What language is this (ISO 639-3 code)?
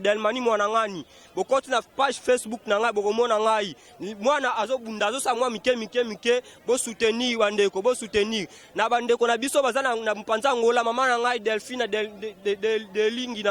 lin